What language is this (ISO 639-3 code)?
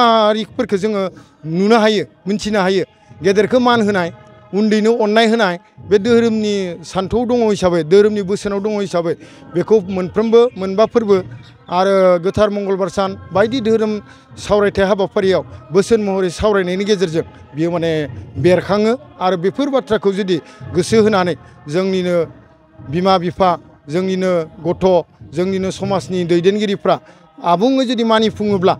brx